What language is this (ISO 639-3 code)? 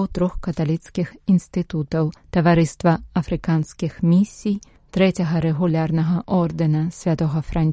bel